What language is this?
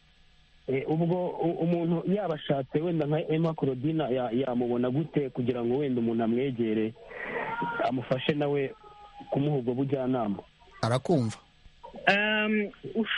Kinyarwanda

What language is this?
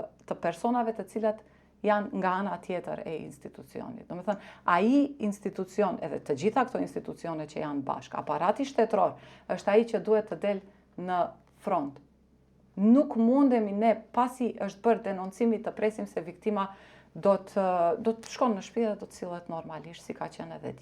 Albanian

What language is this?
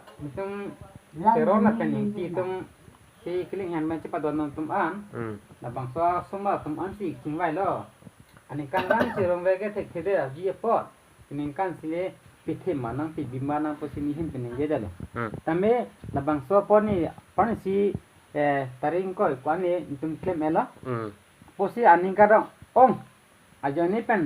Karbi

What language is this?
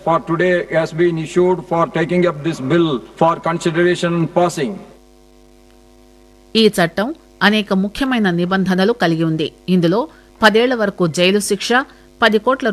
Telugu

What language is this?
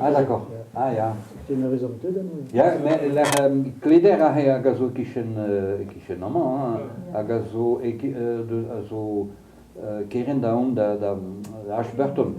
Breton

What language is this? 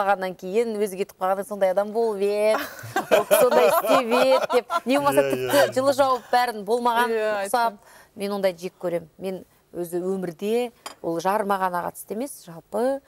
Kazakh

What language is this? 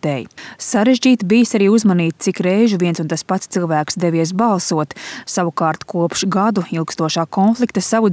Latvian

